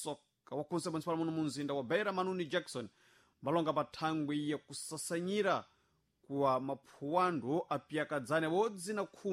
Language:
Sena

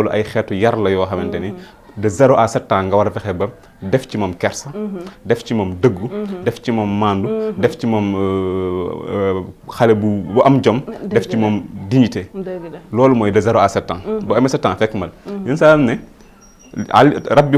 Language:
Wolof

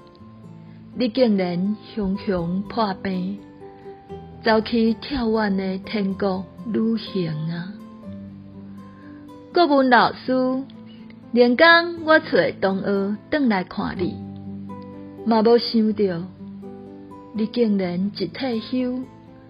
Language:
Min Nan Chinese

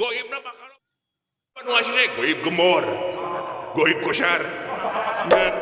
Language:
Sundanese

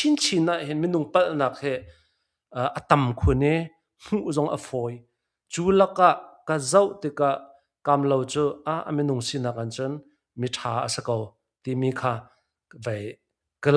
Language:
Hakha Chin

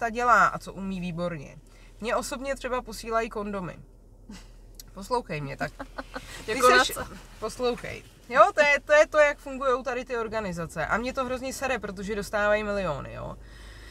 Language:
Czech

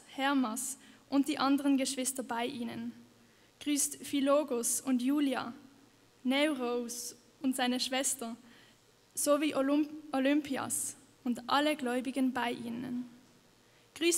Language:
Swiss German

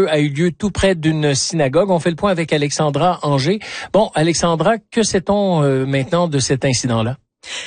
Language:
French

